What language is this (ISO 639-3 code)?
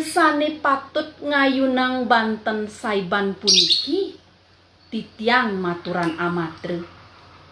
ban